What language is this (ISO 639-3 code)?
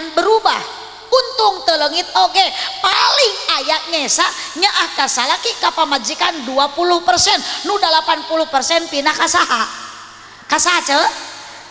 sun